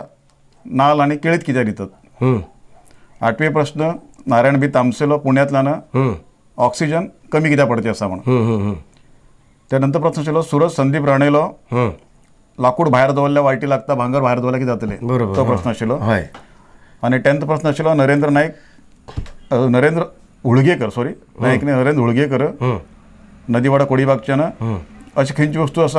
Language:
Konkani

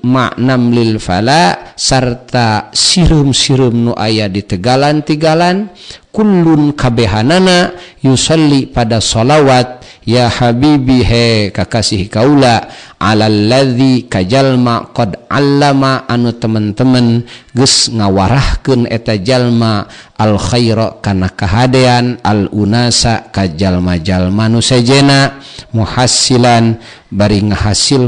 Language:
Sundanese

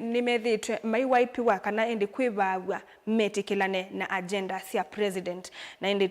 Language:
Kamba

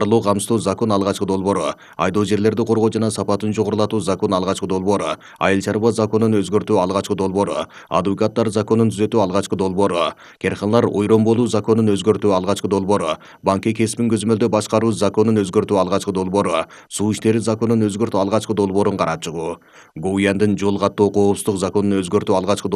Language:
Kyrgyz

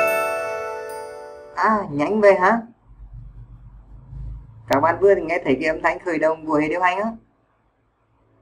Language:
Vietnamese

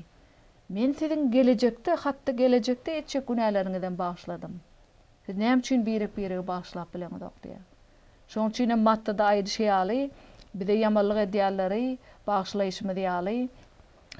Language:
Turkmen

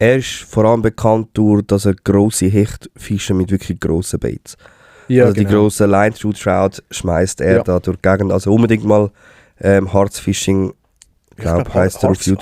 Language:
Swiss German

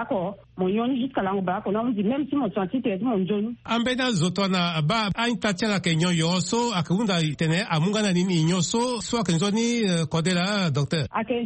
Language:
Sango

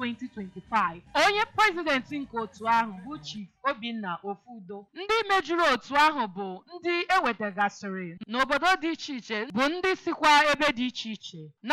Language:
Igbo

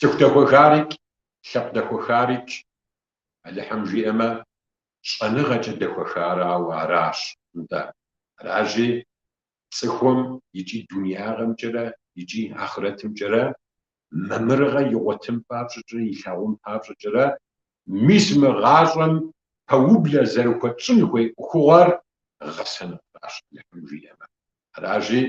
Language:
Kabardian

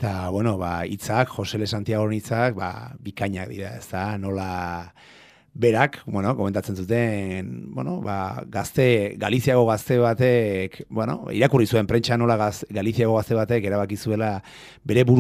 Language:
Basque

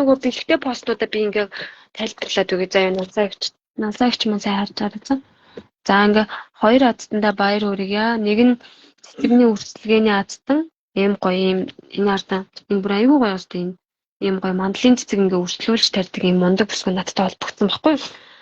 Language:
Mongolian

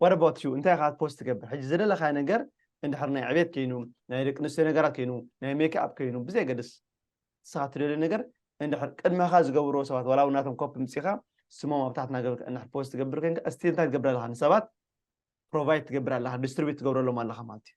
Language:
Tigrinya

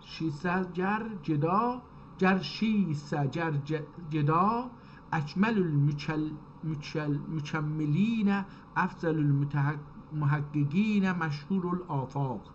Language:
South Azerbaijani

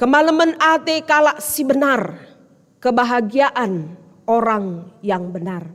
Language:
Batak Karo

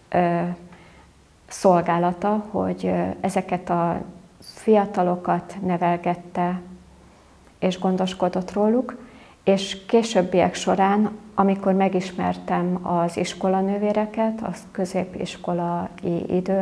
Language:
Hungarian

